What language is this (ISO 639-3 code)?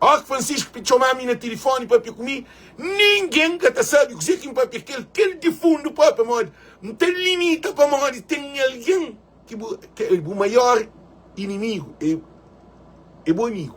kea